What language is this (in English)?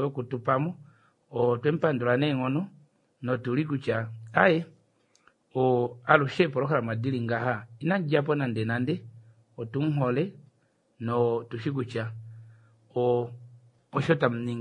Kuanyama